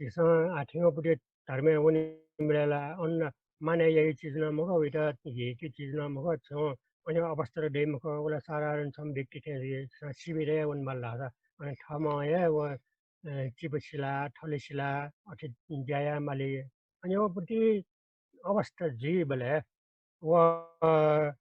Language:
Newari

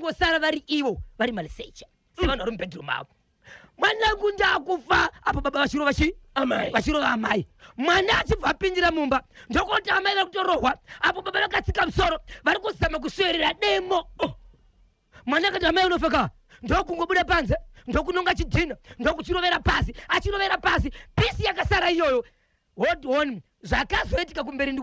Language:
Shona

